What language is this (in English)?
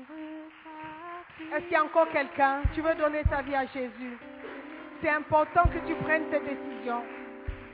French